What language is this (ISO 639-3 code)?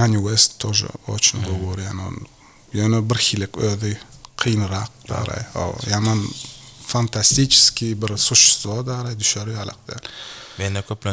tuk